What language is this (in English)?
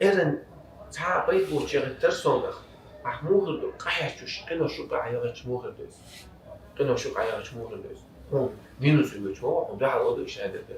Chechen